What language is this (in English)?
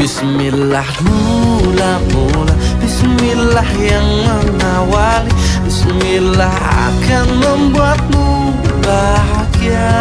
Betawi